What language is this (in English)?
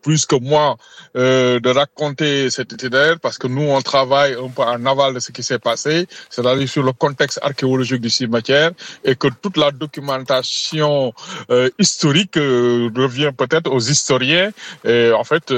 French